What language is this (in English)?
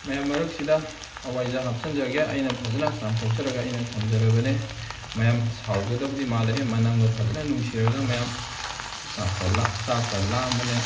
Manipuri